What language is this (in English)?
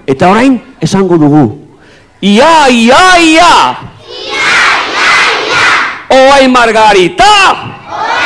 Basque